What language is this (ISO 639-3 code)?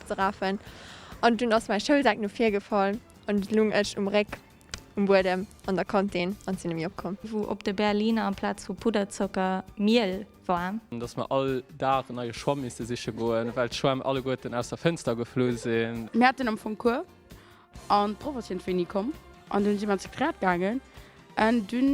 ltz